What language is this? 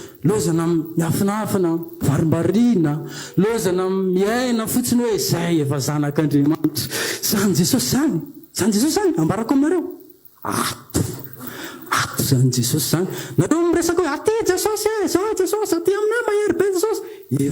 Malagasy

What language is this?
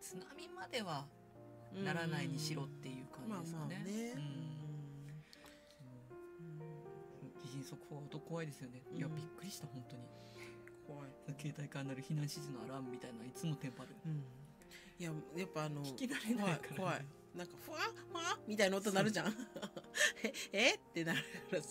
Japanese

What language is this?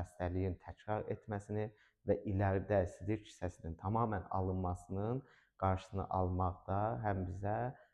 Azerbaijani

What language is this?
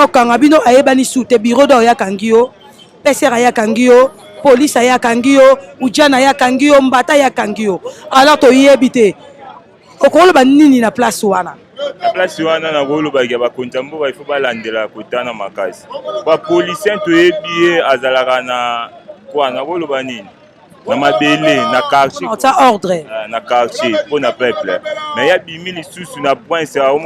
Lingala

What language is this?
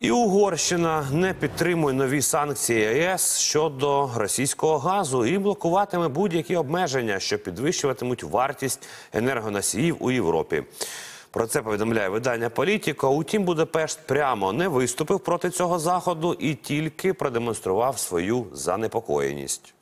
Ukrainian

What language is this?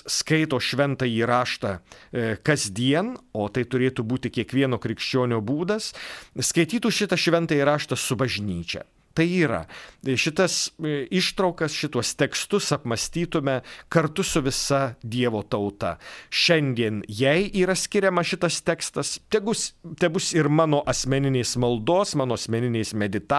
Lithuanian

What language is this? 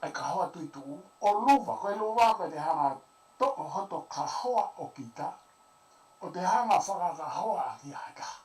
Tongan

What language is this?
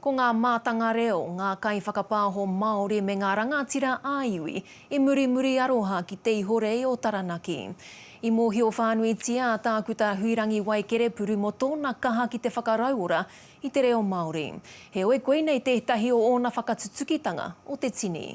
Māori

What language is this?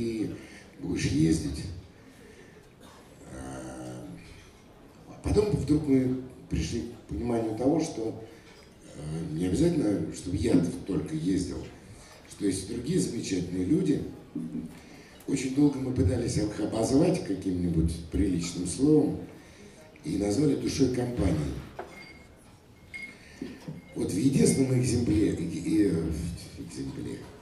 Russian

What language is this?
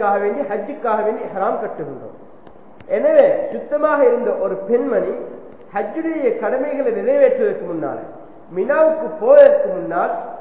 Tamil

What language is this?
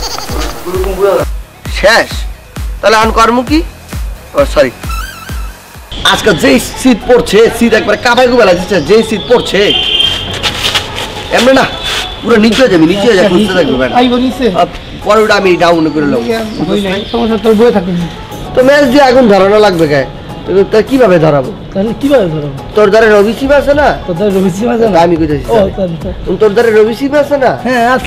Bangla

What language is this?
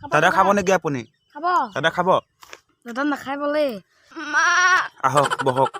Assamese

